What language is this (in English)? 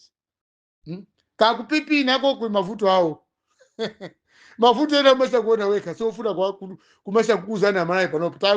Nyanja